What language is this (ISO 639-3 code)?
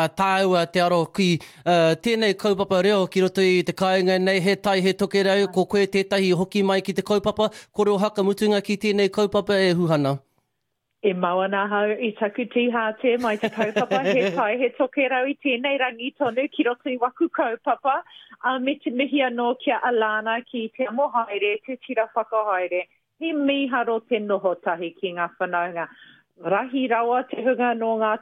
mri